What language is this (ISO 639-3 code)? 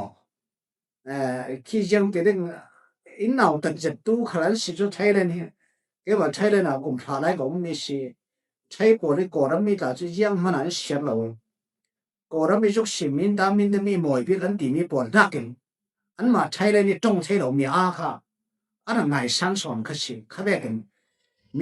cfm